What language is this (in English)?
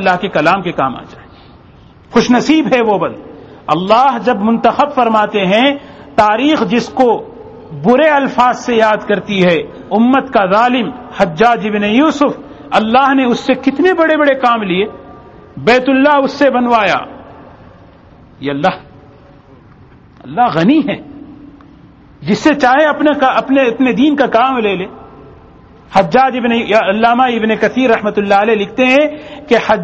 Urdu